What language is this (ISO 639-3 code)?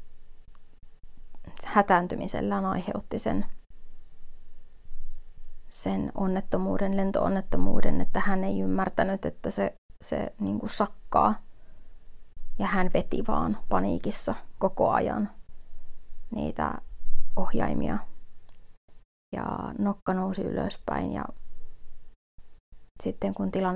fin